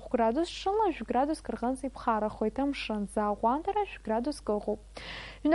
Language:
Abkhazian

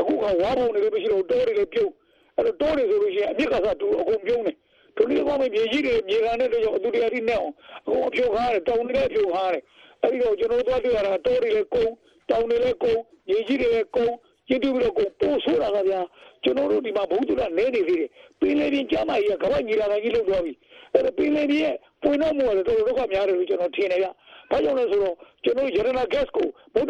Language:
Burmese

